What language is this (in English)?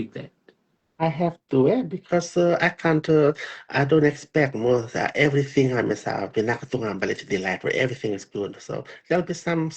Fijian